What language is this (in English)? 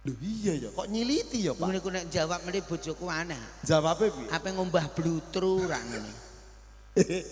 Javanese